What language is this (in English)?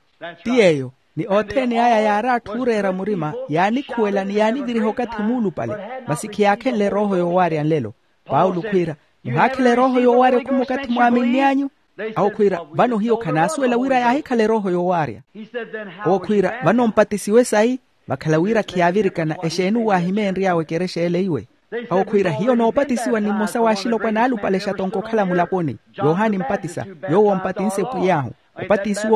Makhuwa